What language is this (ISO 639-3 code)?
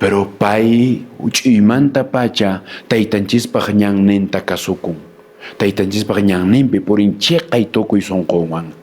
que